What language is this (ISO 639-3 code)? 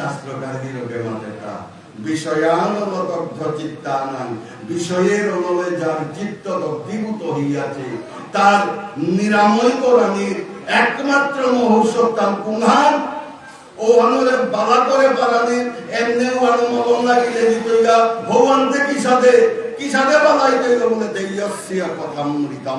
bpy